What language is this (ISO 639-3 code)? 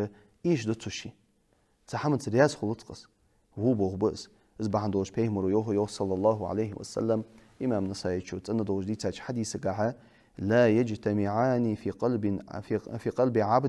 inh